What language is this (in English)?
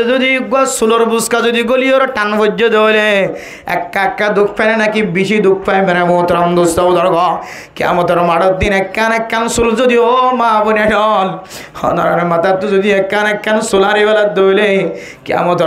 Rohingya